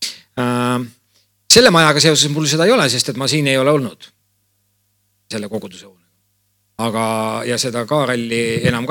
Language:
Estonian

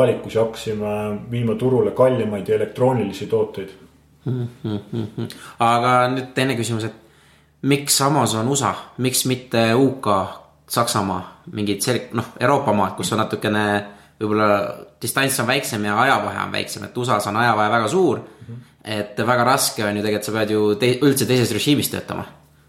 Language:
Estonian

